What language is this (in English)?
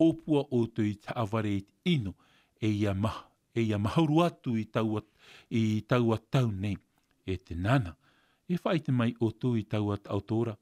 Tahitian